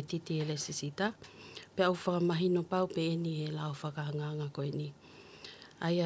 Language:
Tongan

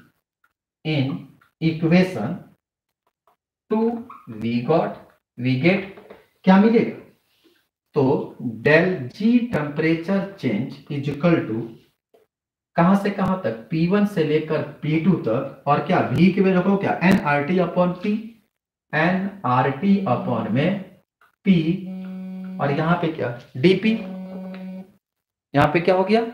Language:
Hindi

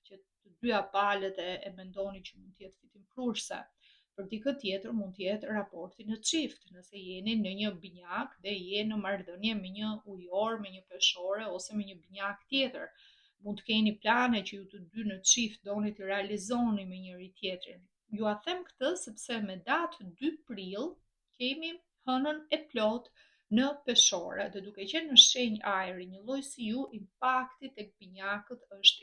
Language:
Albanian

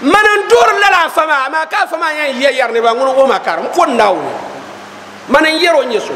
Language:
Dagbani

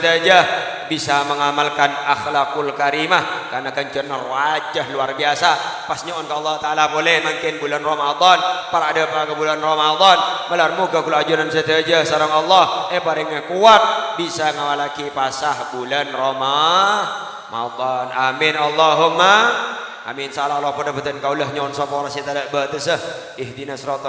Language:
Madurese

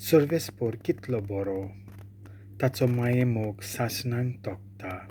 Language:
Konkani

